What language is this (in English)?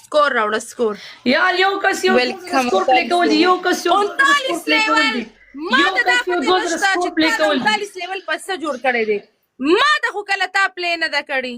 Pashto